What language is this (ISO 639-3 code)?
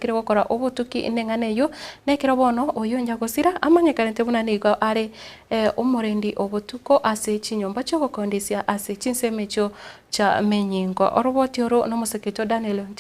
guz